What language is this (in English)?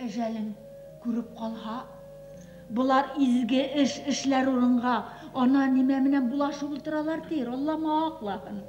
Bashkir